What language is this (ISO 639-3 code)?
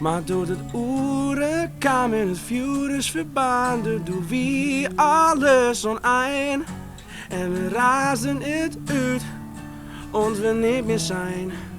fry